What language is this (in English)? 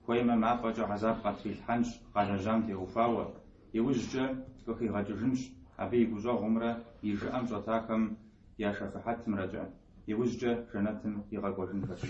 Kabardian